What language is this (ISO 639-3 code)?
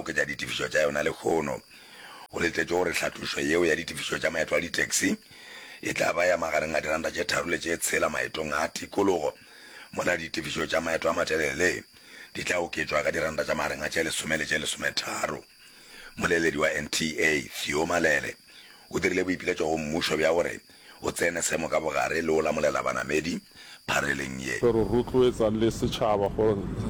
nso